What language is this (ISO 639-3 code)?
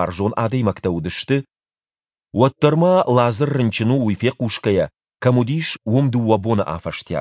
oss